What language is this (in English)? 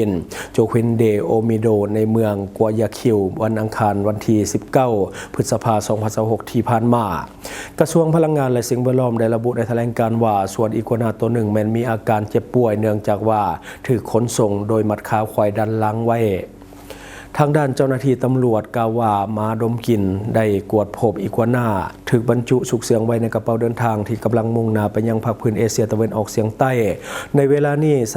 Lao